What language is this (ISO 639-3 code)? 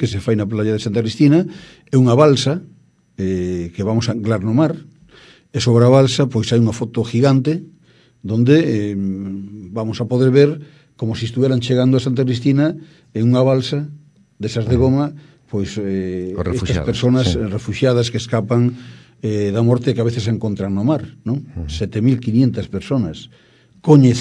glg